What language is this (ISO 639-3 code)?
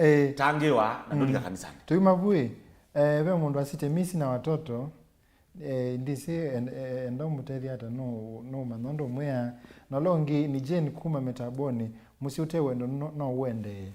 kam